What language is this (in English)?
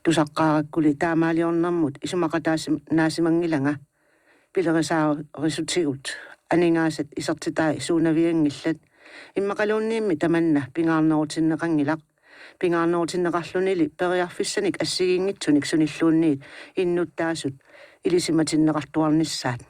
Kalaallisut